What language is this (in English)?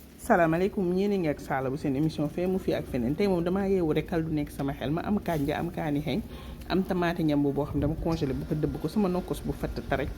Wolof